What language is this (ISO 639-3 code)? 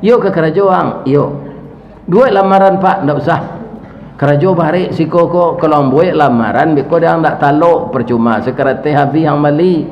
min